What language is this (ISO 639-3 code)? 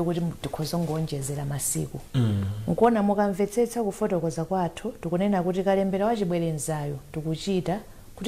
nya